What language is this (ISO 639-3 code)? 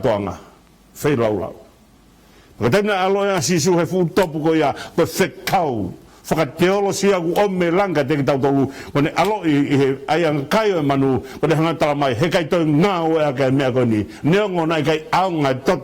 ton